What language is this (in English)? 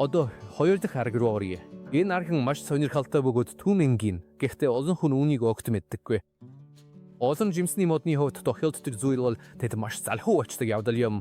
Mongolian